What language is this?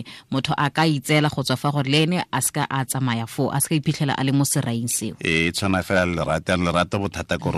Tswana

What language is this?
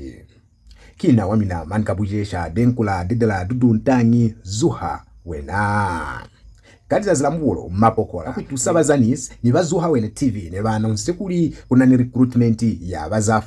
Lozi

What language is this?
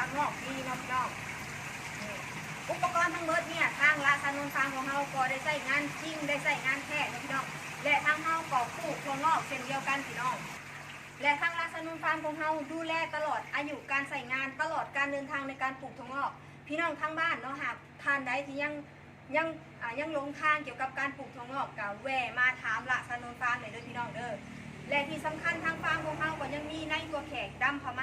Northeastern Thai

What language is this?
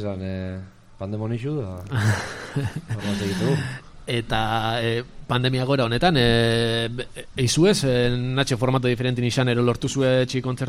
Basque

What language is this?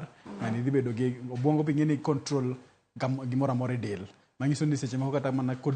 Luo (Kenya and Tanzania)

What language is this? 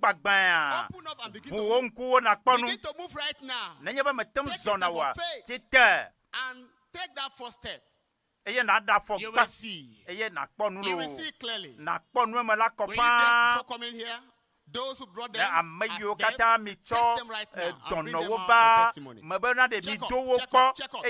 Ewe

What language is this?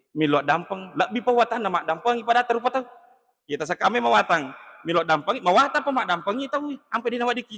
Buginese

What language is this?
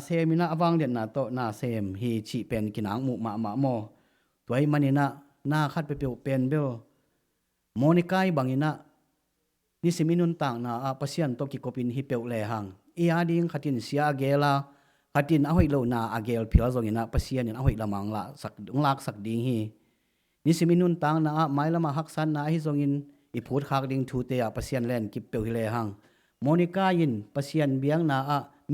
Tedim Chin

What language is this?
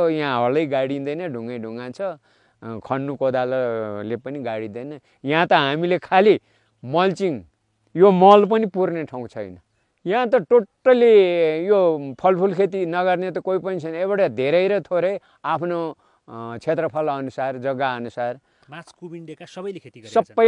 Nepali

